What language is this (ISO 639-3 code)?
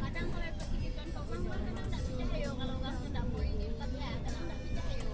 min